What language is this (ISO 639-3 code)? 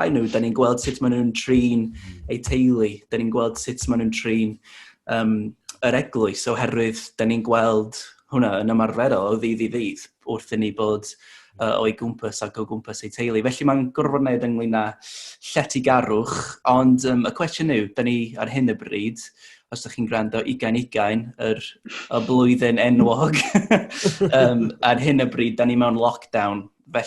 cym